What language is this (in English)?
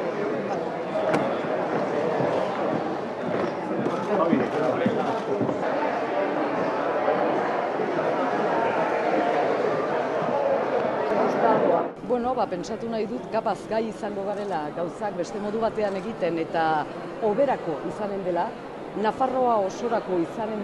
Basque